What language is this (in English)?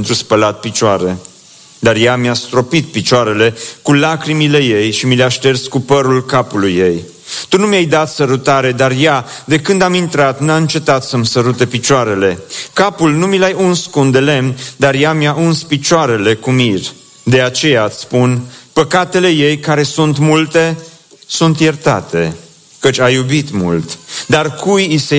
Romanian